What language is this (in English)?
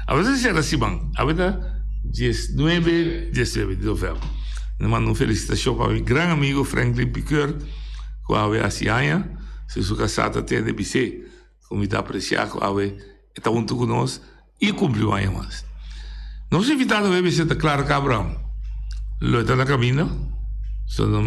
Papiamento